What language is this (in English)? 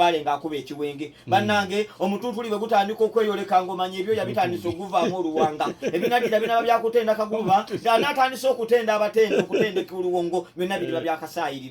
Ganda